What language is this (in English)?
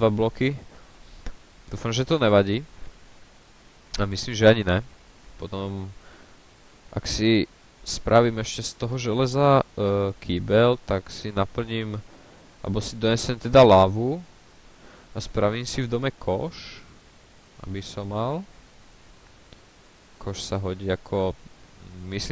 Slovak